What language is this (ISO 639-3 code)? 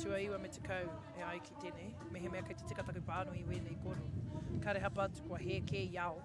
mri